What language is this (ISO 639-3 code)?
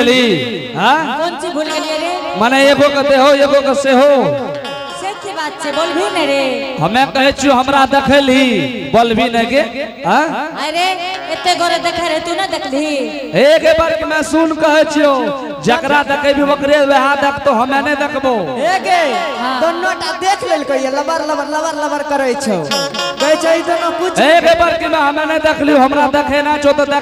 anp